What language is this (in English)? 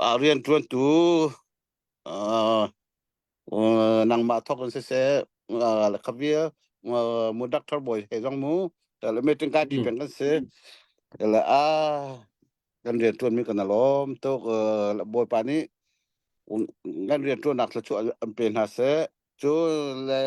Hakha Chin